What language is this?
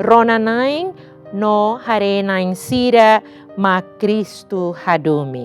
Tetum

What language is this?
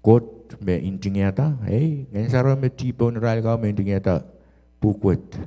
Pohnpeian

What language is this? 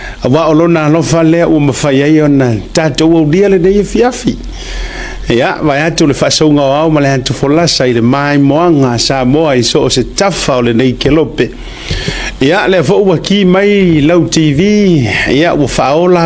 Samoan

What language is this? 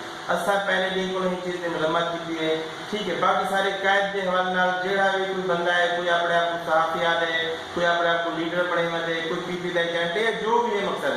Saraiki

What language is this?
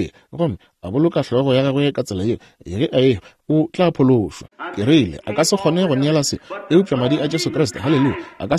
Northern Sotho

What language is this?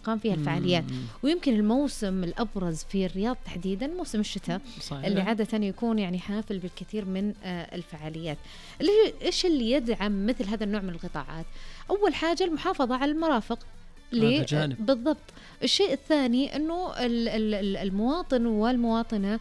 Najdi Arabic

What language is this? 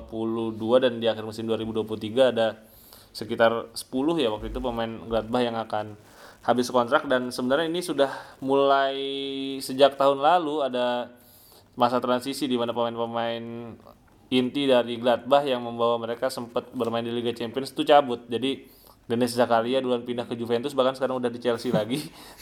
Indonesian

